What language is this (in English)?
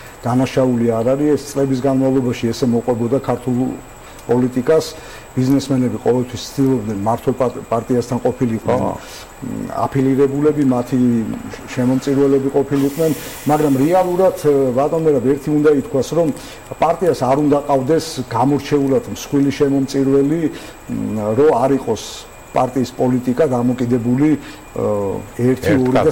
Georgian